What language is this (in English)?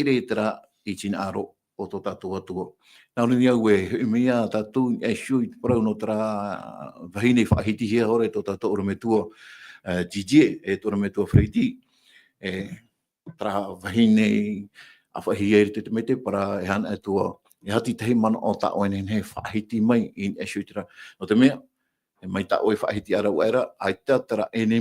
Tahitian